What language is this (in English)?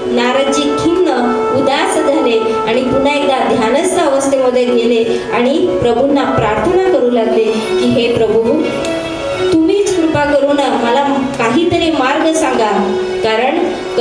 Marathi